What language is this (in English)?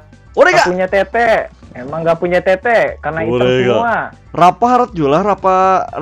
Banjar